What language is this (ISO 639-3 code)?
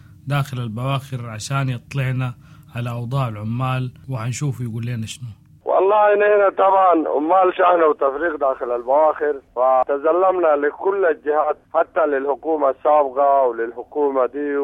apd